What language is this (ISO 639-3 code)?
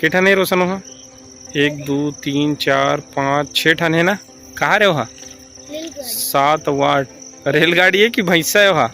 hne